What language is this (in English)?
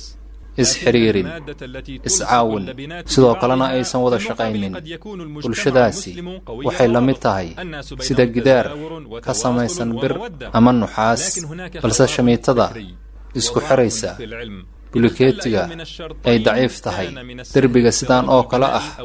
Somali